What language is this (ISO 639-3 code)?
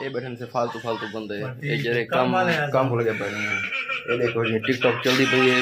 skr